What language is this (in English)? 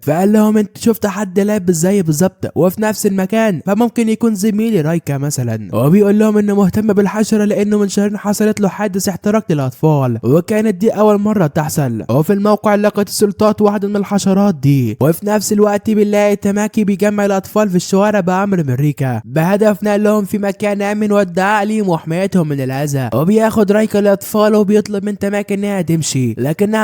Egyptian Arabic